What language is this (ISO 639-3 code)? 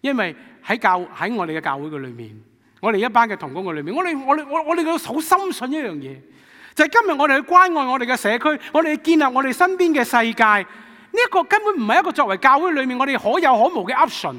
yue